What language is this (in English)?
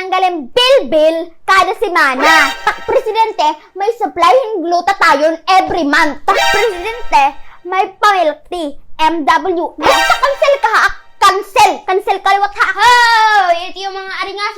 Waray